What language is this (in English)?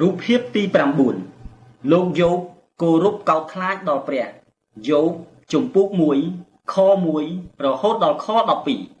Khmer